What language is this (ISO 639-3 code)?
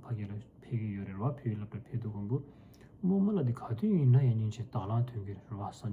bod